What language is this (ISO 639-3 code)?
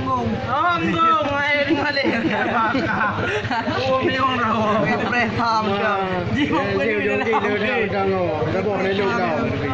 ace